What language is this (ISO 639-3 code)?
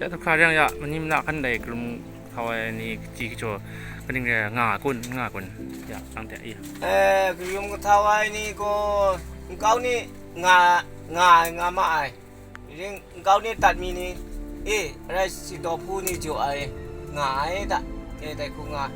raw